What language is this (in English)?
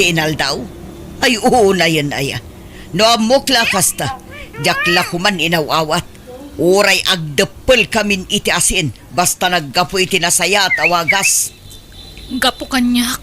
Iloko